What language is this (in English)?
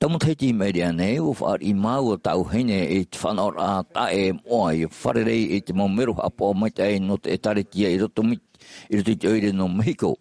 Tahitian